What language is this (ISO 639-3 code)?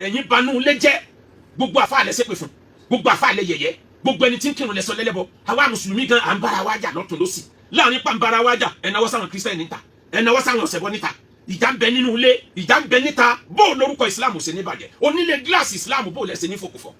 yor